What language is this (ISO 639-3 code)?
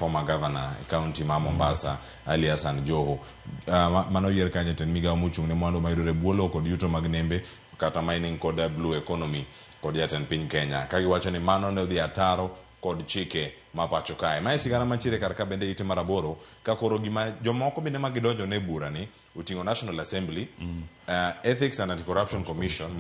luo